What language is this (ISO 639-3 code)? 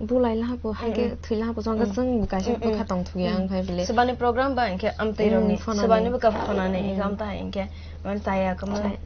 trp